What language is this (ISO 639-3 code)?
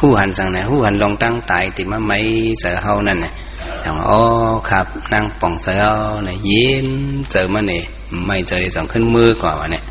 shn